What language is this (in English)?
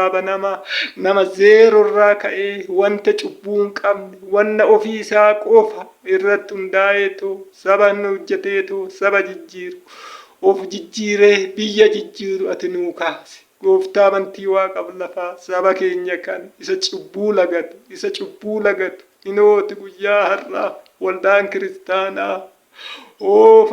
Oromo